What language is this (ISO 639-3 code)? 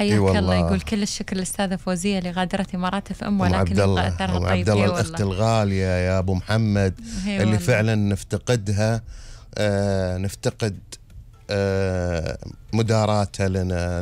afb